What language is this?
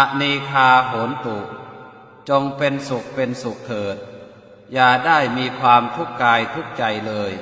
Pali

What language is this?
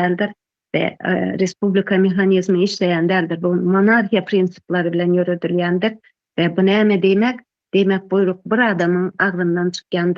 Turkmen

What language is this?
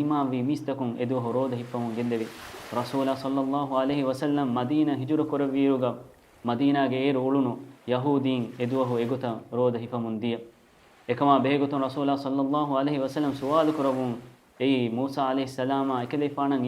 Divehi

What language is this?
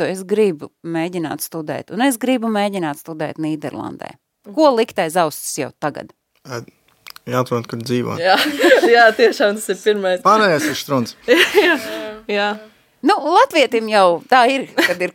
Latvian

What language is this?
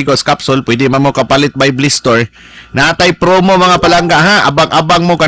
Cebuano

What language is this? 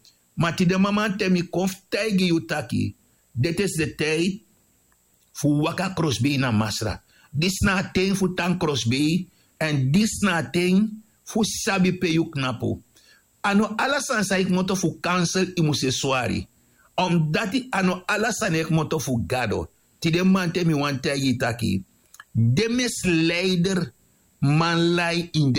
Sranan Tongo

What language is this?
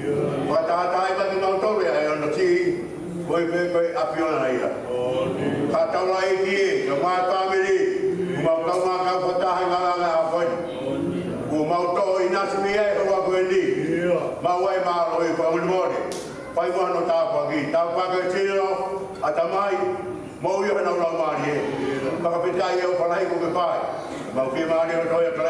Tongan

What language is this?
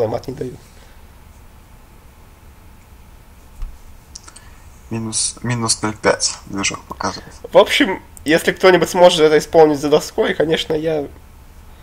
Russian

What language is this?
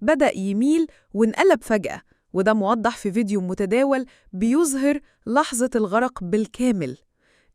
Egyptian Arabic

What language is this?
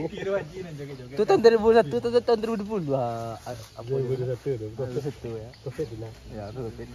Minangkabau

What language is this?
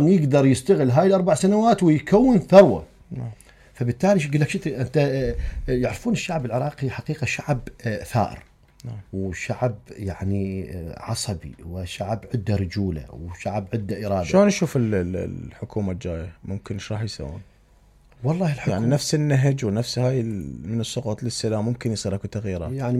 Mesopotamian Arabic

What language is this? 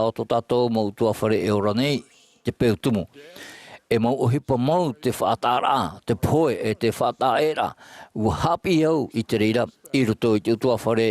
Tahitian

